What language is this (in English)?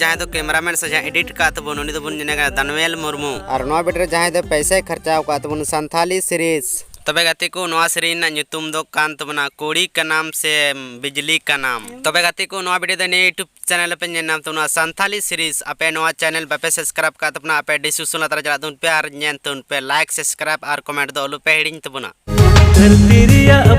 Santali